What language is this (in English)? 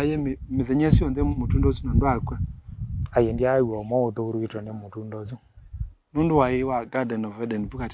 Kamba